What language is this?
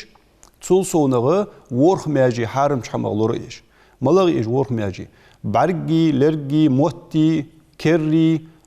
Ingush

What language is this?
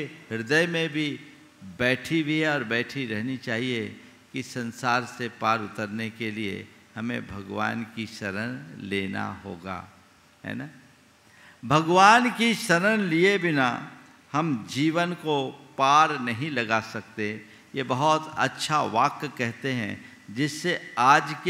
Hindi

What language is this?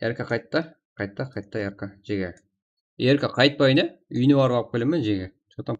Kara-Kalpak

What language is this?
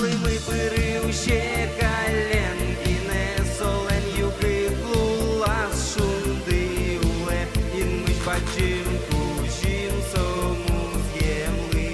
Udmurt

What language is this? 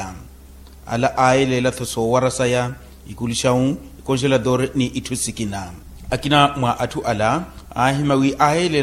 Makhuwa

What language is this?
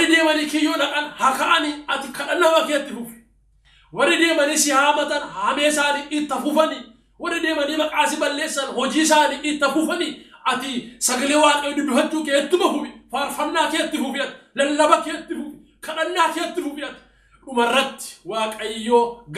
Oromo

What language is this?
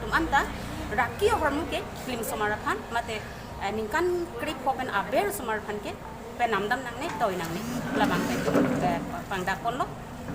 Karbi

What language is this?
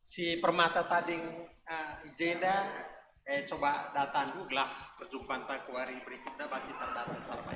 Batak Karo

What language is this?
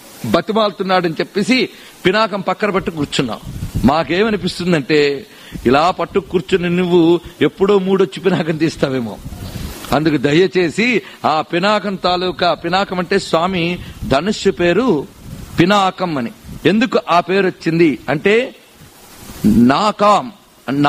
Telugu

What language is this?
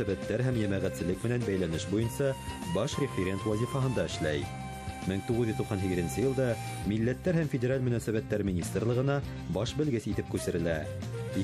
Bashkir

